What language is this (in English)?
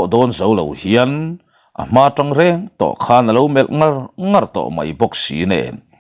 Mizo